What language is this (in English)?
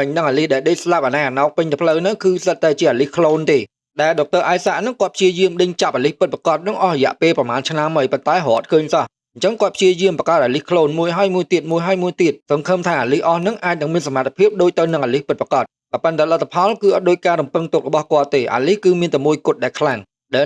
Khmer